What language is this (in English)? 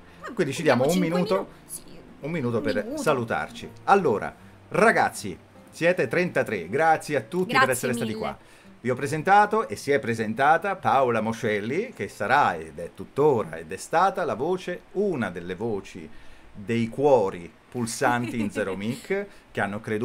Italian